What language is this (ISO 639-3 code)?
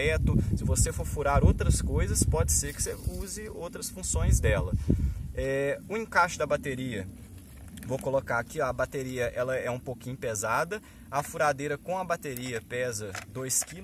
por